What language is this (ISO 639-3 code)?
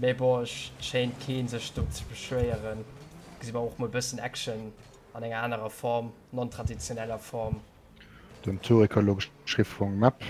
ltz